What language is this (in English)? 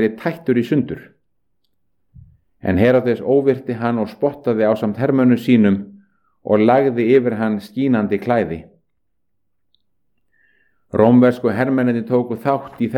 Icelandic